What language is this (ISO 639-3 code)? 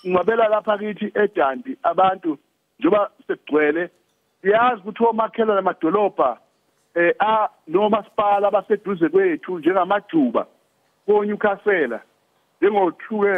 zul